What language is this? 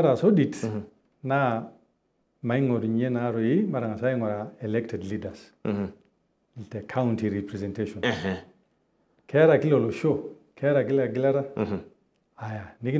Masai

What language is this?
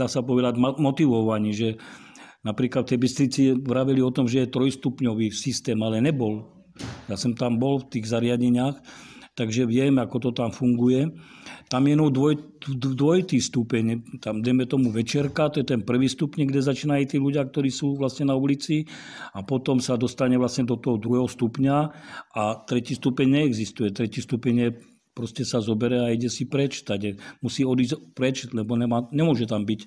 Slovak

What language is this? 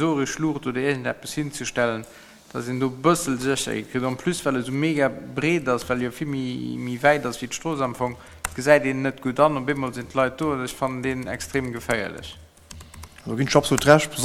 Luxembourgish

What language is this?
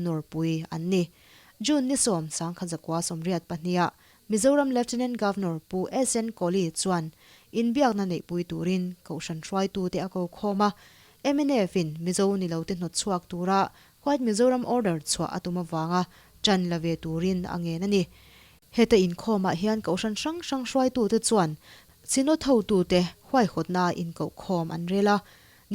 Mizo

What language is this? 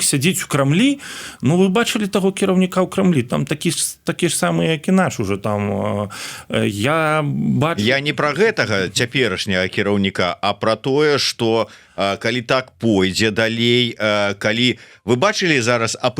Belarusian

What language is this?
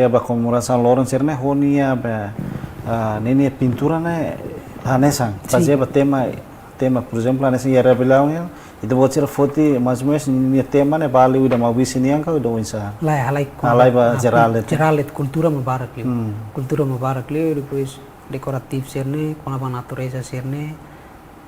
Tetum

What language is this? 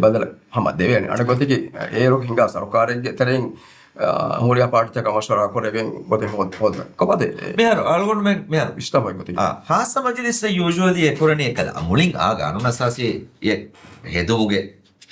Divehi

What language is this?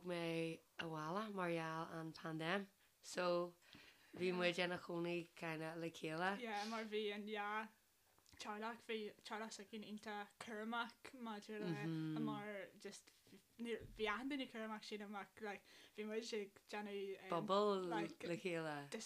Irish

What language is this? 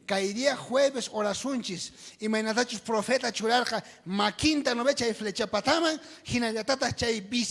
South Bolivian Quechua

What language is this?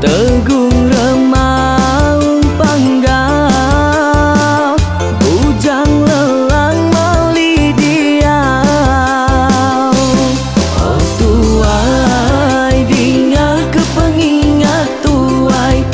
Iban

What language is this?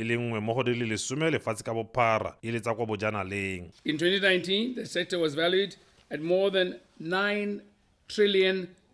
Tswana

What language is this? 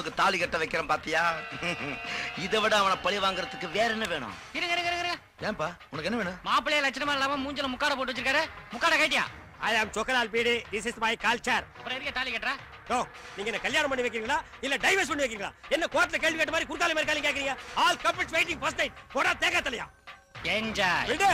Tamil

